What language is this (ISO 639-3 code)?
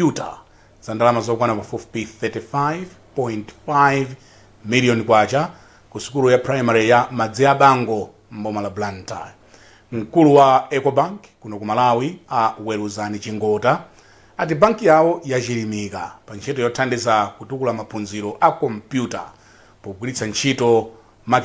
nya